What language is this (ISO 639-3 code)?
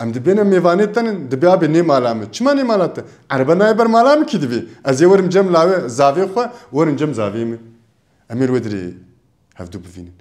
kur